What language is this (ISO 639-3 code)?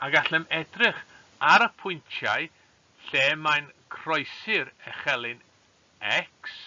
cym